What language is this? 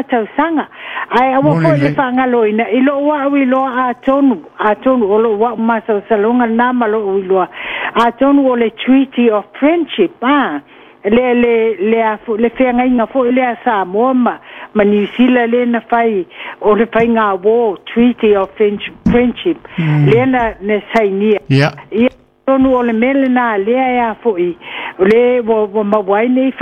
Samoan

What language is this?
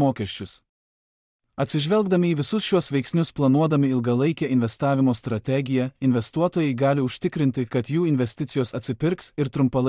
Lithuanian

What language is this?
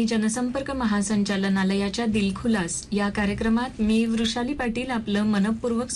Marathi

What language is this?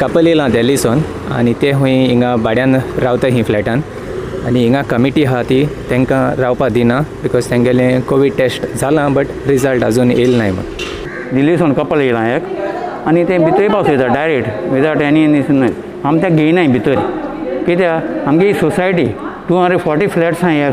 Konkani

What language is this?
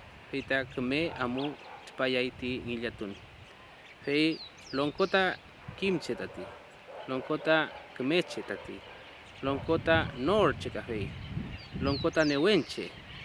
Mapuche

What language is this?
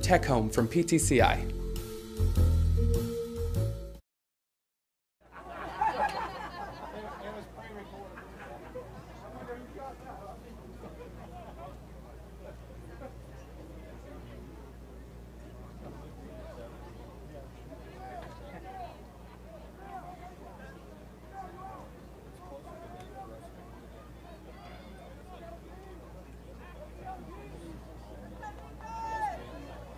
English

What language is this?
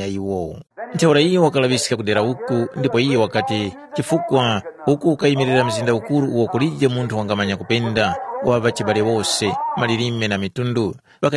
Tumbuka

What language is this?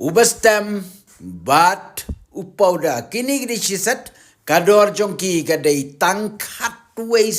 Khasi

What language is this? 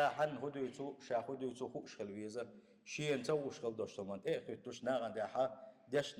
Chechen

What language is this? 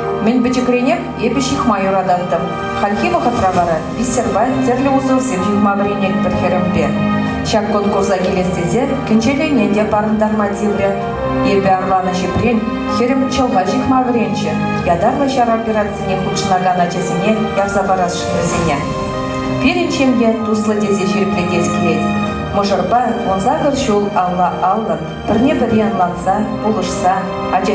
Chuvash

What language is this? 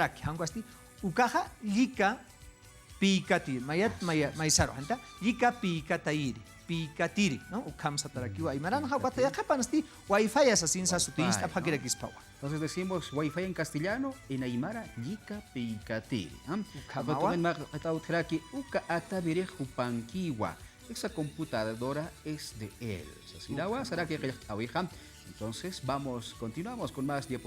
Aymara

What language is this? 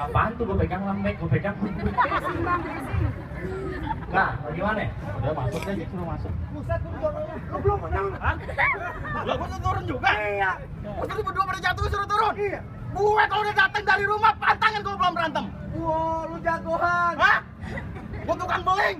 Betawi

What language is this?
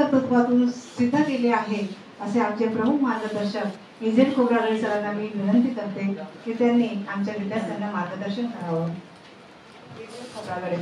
Marathi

